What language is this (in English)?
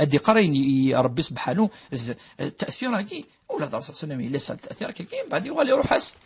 Kabyle